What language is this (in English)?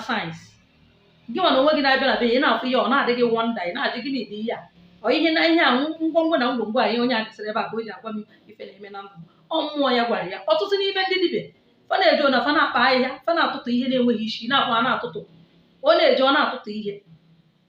Igbo